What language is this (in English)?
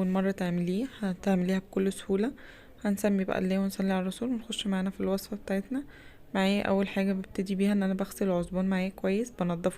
Egyptian Arabic